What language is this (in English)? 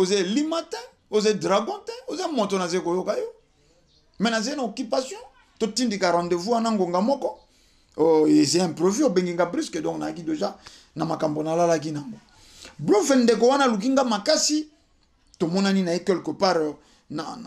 Lingala